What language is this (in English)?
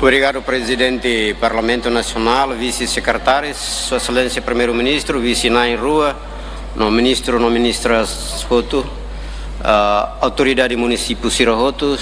Tetum